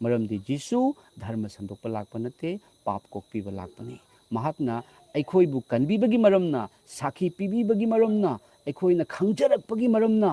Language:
Manipuri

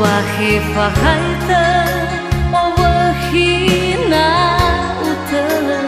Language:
Nias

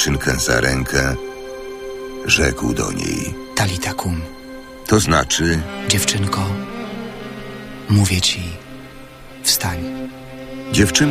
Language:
Polish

